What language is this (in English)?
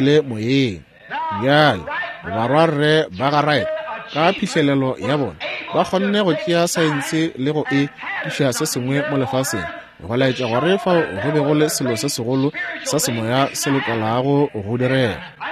Northern Sotho